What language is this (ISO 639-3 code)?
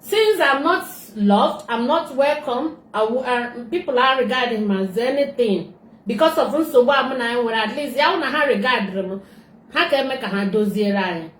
ibo